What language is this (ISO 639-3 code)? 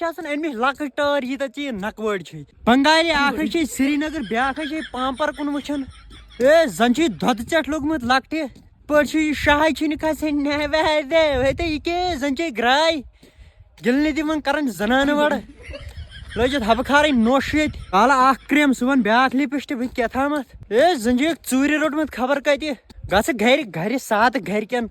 kas